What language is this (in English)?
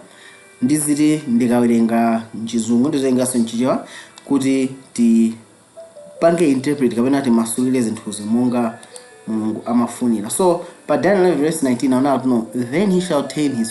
Nyanja